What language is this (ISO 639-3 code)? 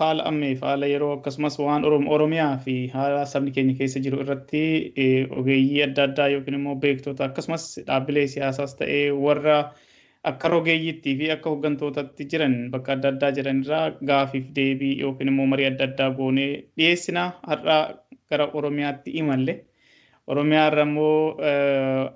orm